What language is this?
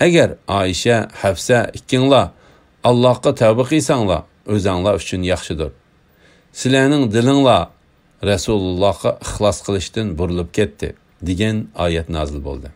Uyghur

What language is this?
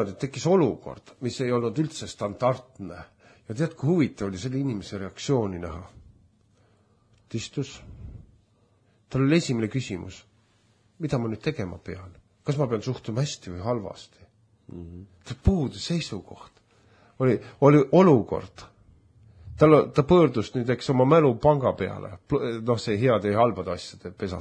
Estonian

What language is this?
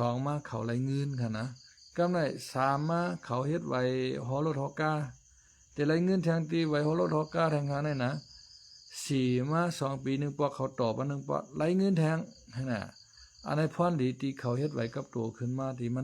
Shan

